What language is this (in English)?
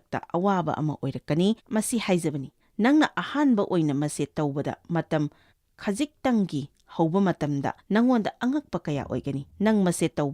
Manipuri